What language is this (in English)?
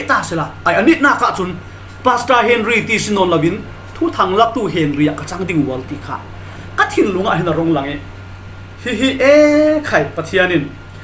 Falam Chin